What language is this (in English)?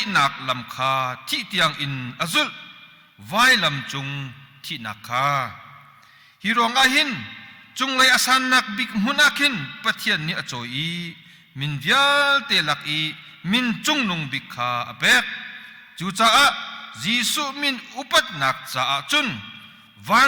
Hakha Chin